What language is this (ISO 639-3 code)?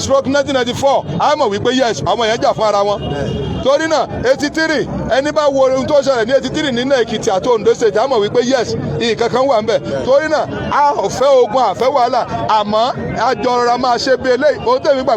yor